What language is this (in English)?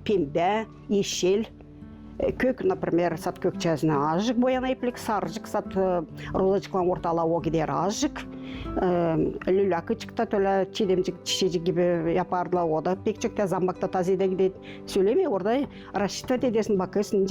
Gagauz